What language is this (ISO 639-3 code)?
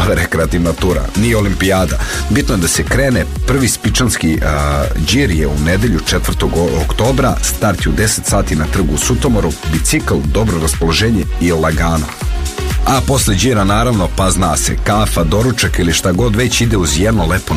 srp